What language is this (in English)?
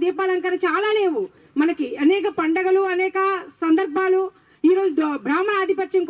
Telugu